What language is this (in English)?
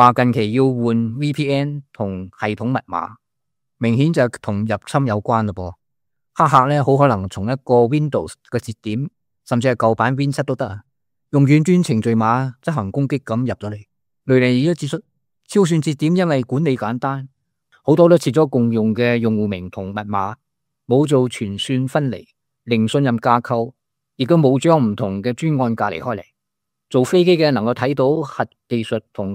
Cantonese